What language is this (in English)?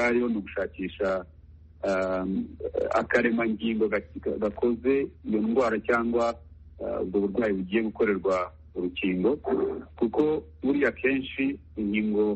Kinyarwanda